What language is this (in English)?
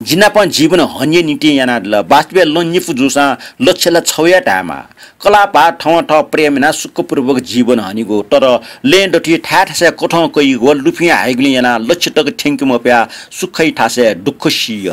Newari